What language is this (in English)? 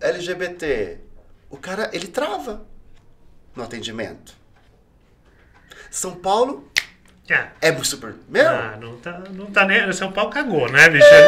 Portuguese